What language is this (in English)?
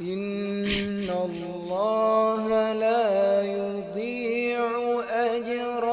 Fula